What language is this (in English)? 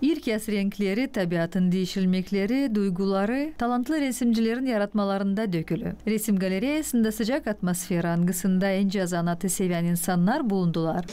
Gagauz